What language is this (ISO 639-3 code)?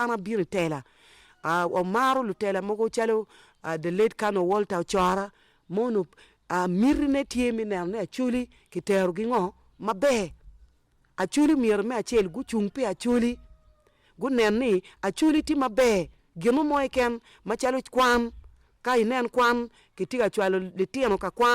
ach